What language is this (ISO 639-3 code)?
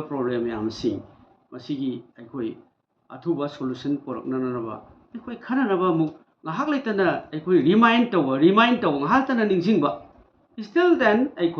mni